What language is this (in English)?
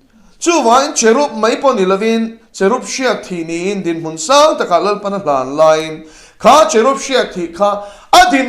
Mizo